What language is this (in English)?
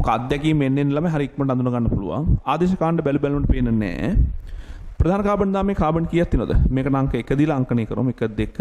Sinhala